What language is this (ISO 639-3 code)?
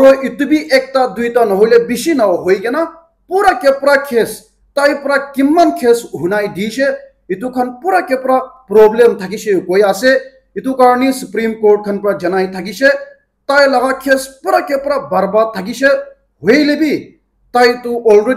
nag